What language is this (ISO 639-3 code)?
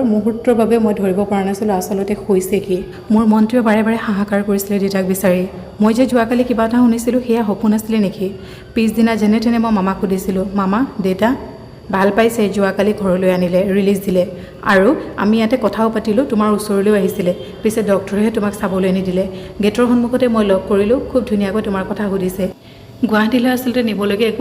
asm